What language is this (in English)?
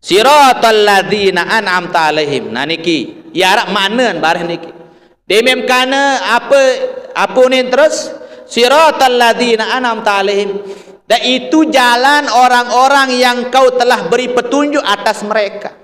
Sasak